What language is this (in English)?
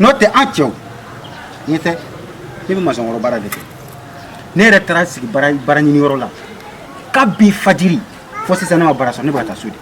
Bambara